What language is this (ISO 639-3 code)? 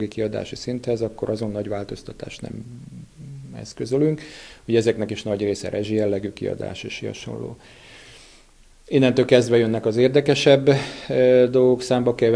hun